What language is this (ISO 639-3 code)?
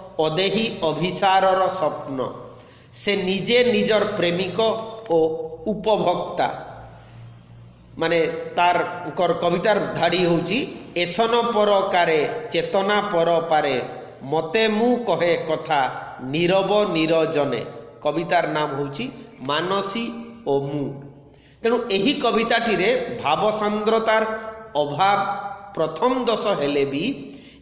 ori